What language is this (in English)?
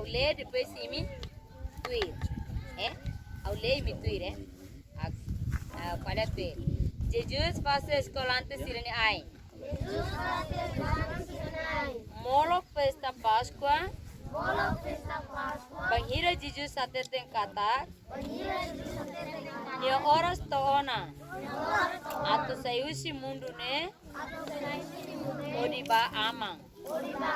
Tetum